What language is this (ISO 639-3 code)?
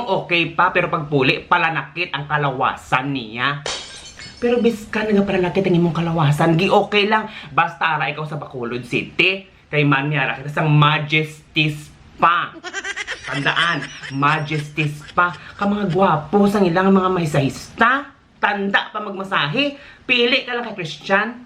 hil